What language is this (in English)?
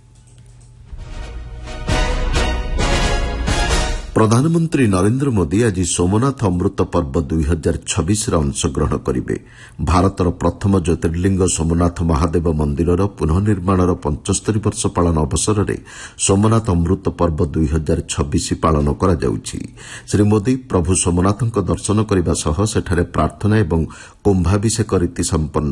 Odia